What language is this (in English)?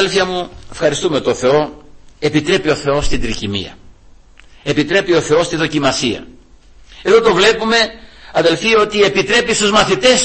Greek